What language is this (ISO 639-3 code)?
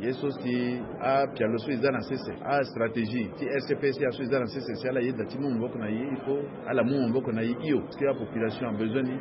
sag